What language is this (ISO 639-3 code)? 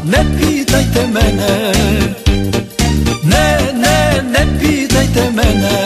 srp